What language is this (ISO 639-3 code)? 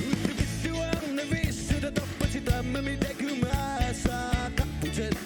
kal